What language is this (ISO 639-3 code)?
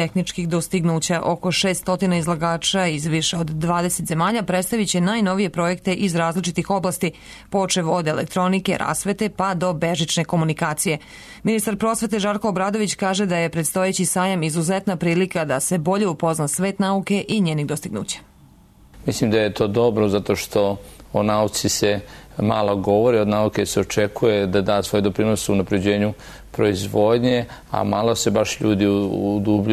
srp